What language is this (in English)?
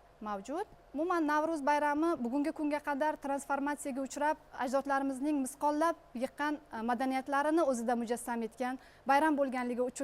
Uzbek